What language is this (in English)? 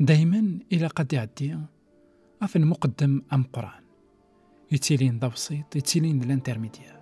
Kabyle